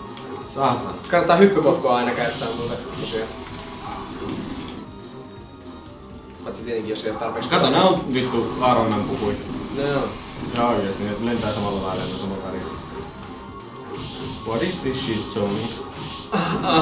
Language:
Finnish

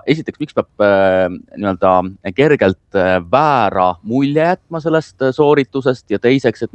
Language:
Estonian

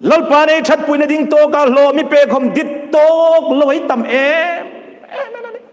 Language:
Hmar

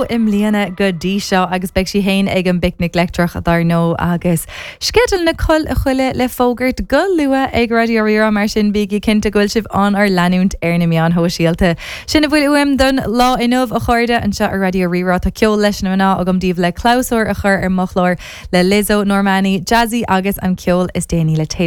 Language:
Irish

